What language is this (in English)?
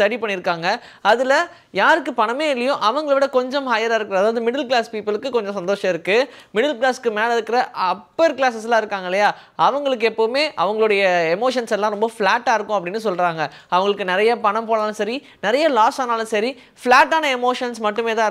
Tamil